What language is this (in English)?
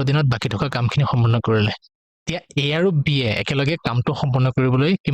Assamese